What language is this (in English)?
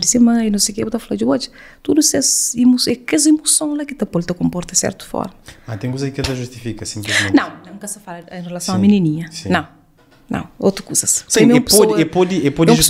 Kabuverdianu